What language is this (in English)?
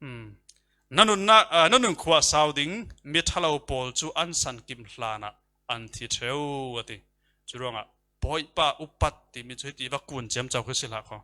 Falam Chin